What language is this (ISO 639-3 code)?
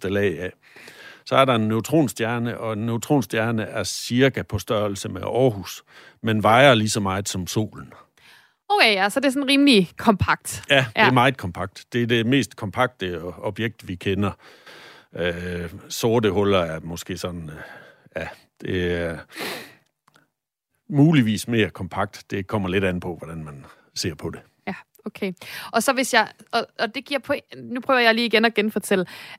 dan